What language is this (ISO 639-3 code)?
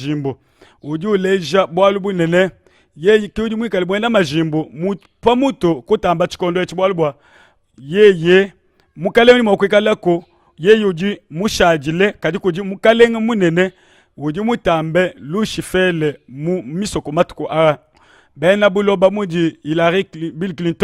lua